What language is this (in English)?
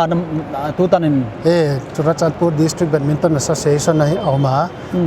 Paite Chin